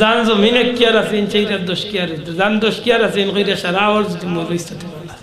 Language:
Sylheti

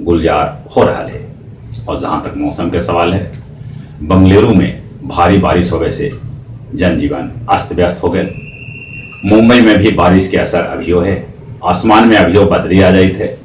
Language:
Magahi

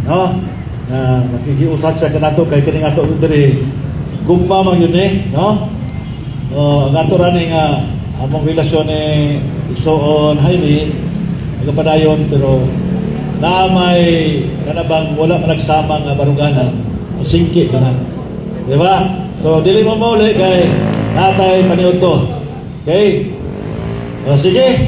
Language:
Cebuano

